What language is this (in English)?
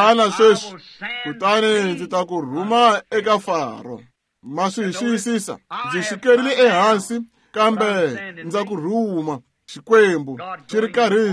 Tsonga